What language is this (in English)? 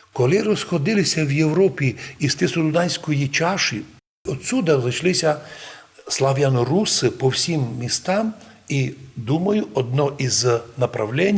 Rusyn